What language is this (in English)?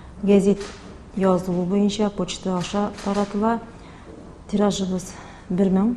Tatar